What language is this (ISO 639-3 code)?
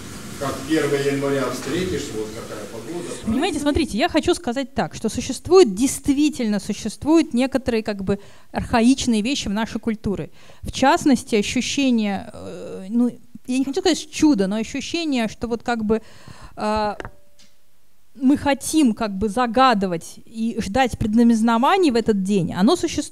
rus